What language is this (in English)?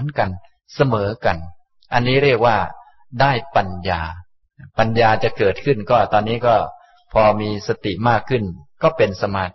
Thai